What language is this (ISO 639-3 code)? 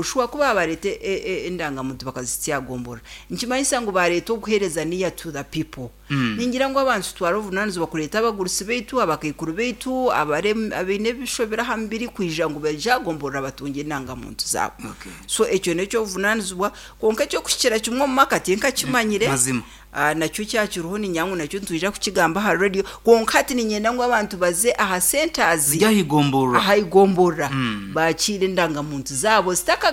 nyn